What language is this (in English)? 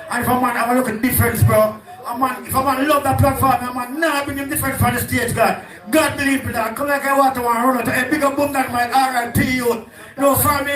Jamaican Creole English